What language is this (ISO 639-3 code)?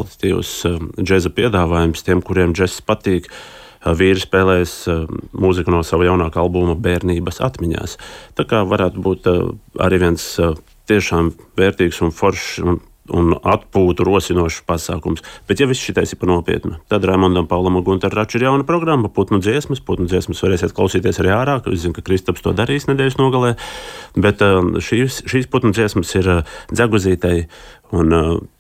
lav